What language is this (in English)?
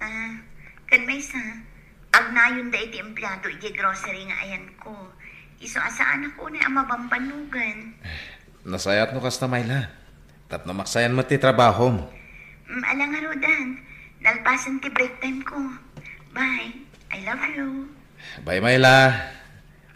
Iloko